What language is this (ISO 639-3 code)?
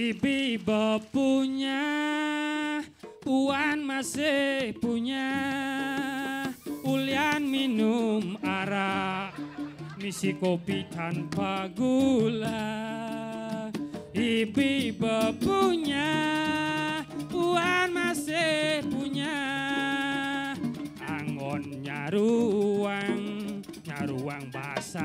ban